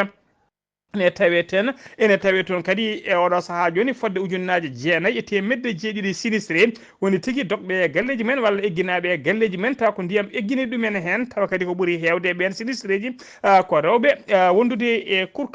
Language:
Fula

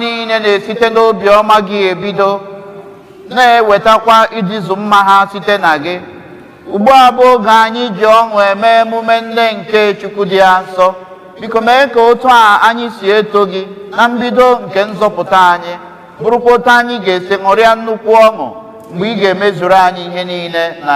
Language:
Igbo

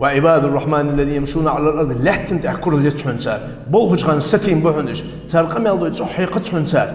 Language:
Ingush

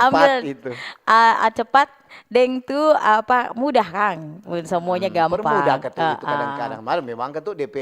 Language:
Manado Malay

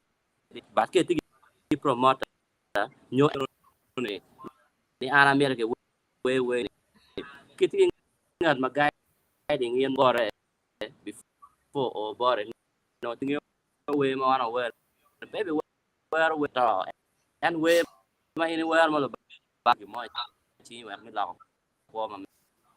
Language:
Acoli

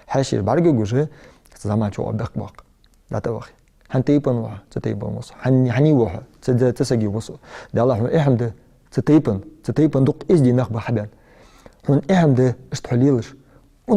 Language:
Ingush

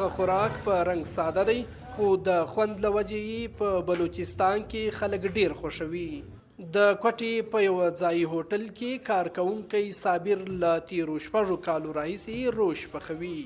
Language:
Pashto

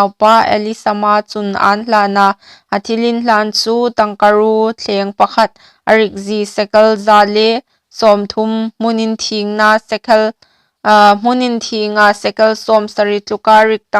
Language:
Hmar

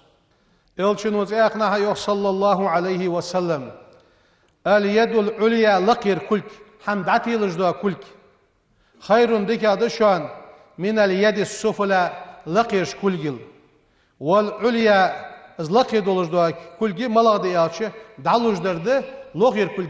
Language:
Ingush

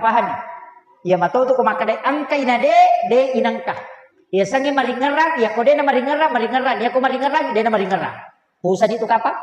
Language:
Buginese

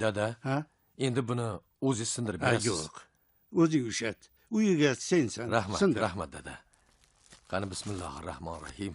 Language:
Uzbek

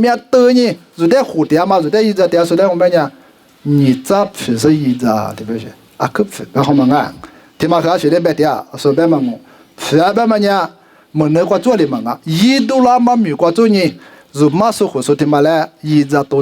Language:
Lisu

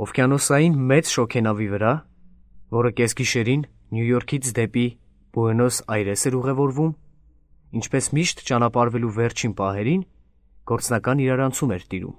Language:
Armenian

